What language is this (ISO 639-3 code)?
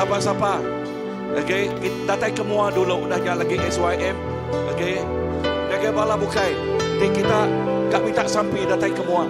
iba